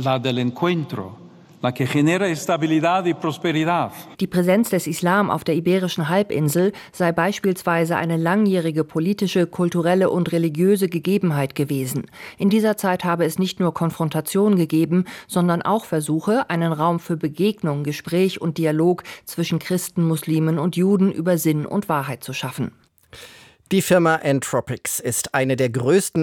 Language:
German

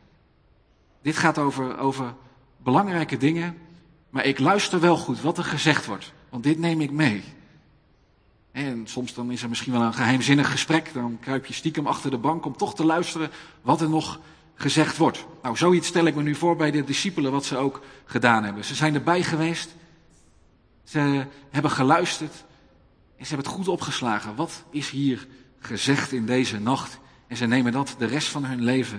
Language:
Dutch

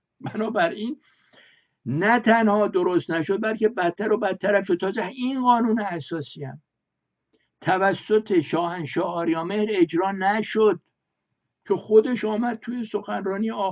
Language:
Persian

